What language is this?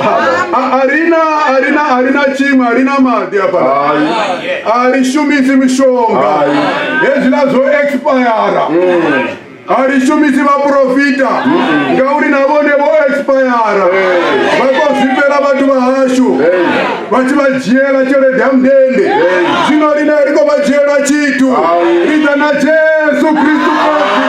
Venda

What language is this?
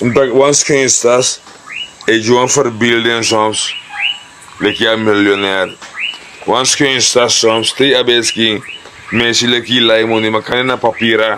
Sranan Tongo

